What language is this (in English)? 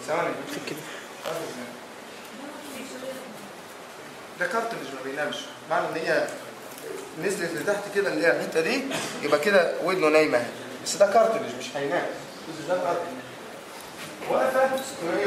Egyptian Arabic